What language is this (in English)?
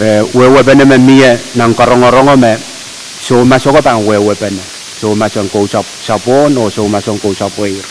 Pohnpeian